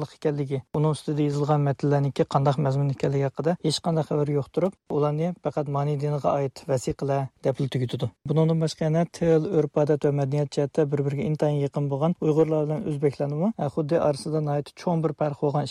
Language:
Uyghur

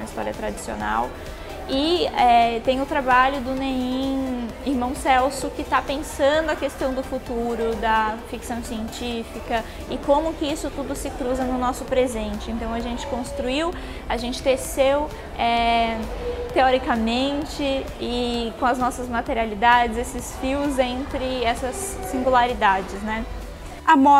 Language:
Portuguese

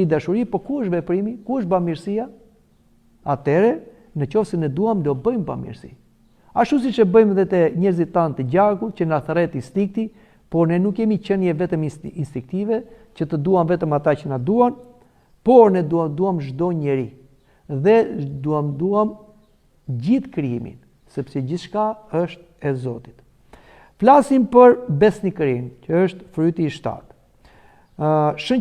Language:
Albanian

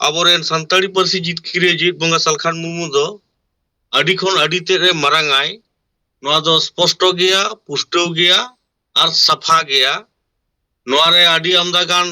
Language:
Santali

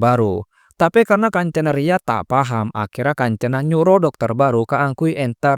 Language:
Madurese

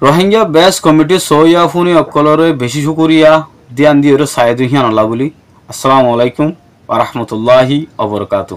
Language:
Rohingya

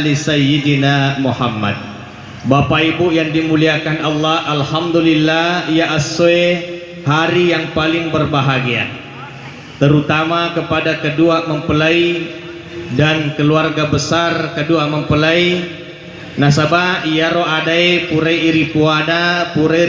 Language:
Buginese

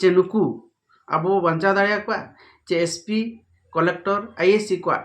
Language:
Santali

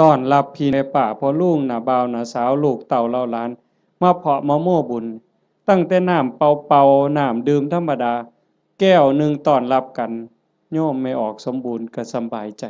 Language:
Northeastern Thai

